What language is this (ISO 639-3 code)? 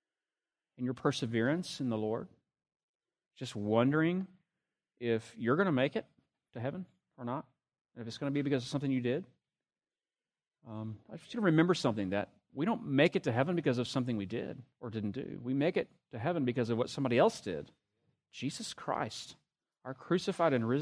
eng